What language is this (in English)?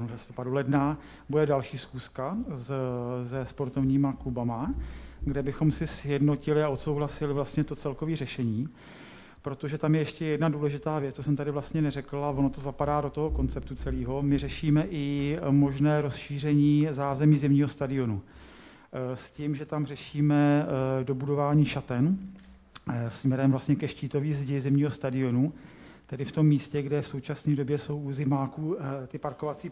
Czech